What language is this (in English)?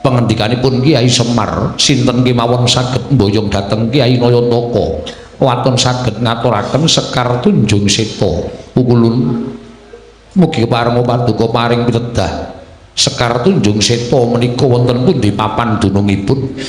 Javanese